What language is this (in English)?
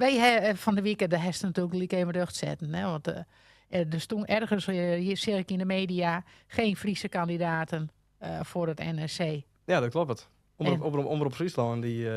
Western Frisian